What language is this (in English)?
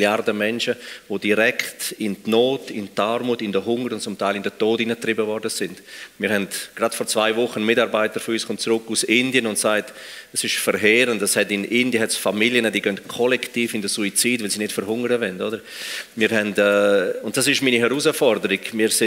Swiss German